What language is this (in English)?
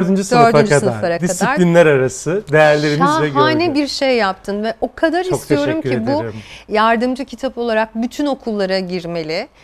Turkish